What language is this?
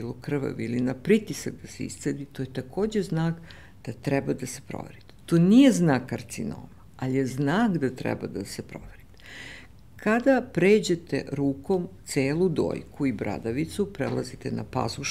Serbian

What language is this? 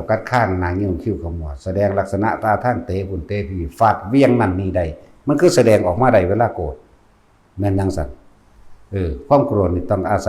Lao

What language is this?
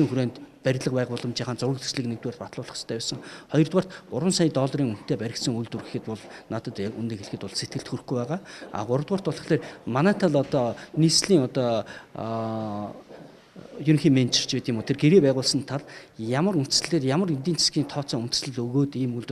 Mongolian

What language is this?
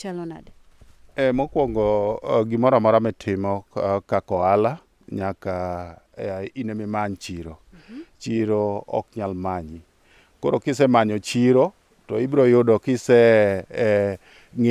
Luo (Kenya and Tanzania)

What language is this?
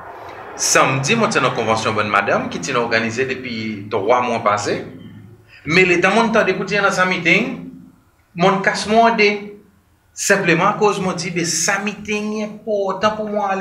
Seselwa Creole French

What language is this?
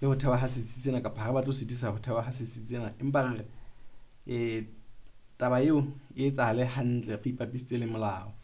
Southern Sotho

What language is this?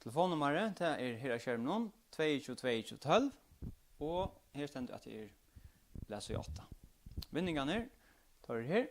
Faroese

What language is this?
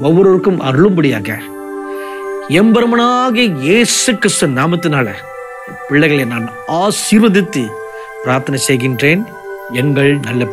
Tamil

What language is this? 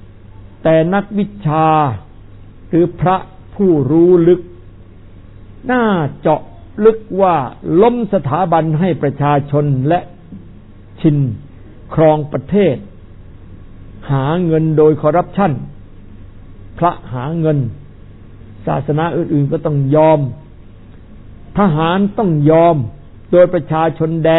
Thai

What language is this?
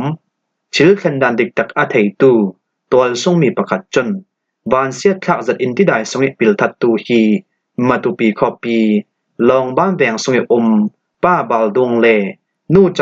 Falam Chin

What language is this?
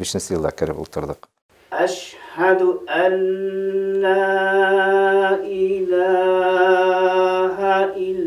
Bashkir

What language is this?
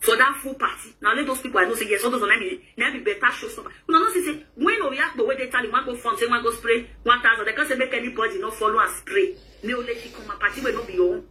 Nigerian Pidgin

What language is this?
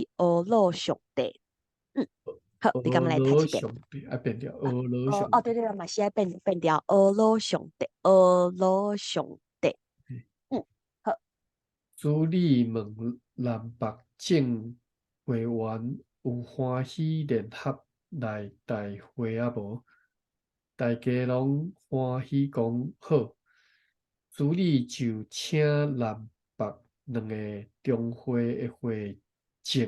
Min Nan Chinese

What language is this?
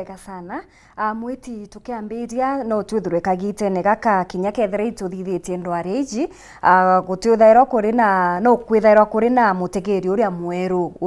Meru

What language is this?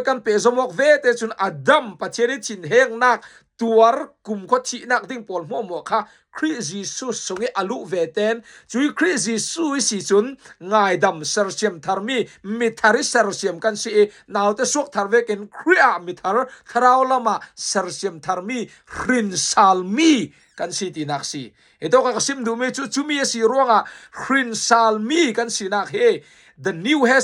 Falam Chin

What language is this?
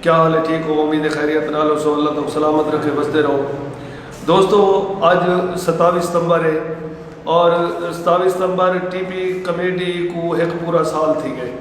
Saraiki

